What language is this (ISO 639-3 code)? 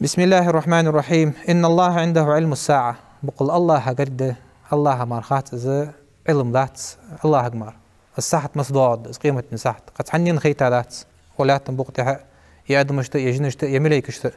inh